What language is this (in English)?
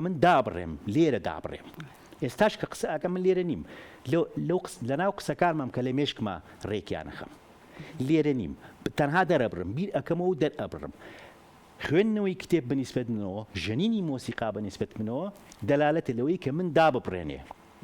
Central Kurdish